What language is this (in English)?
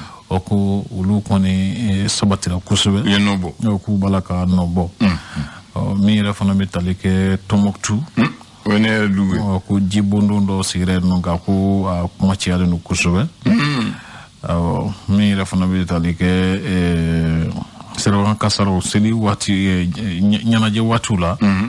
Bambara